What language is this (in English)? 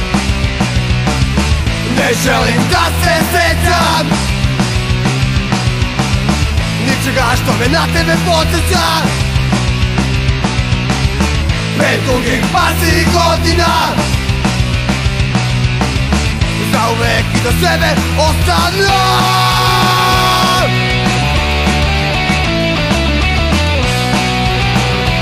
Serbian